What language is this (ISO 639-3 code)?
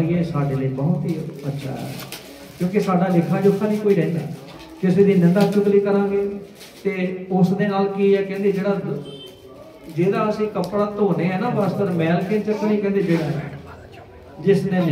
pan